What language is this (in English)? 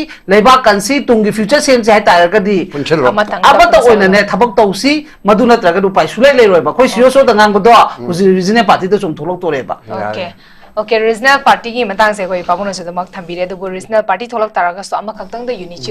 Manipuri